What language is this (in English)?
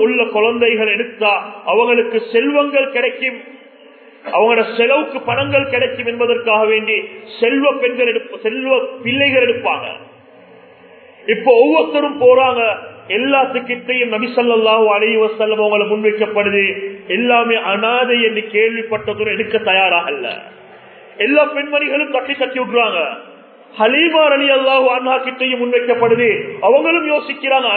Tamil